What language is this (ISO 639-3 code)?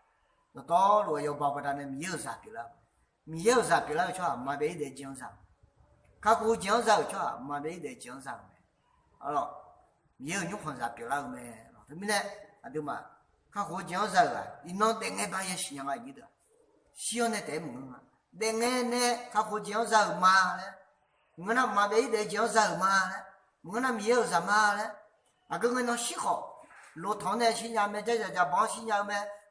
ahk